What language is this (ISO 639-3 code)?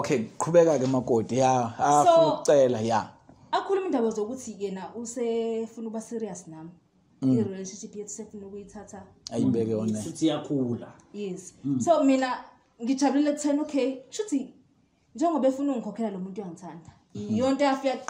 zul